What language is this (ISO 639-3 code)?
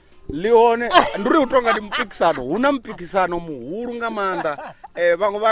ven